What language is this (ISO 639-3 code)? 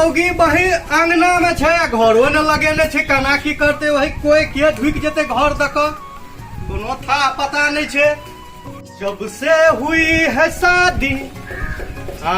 mai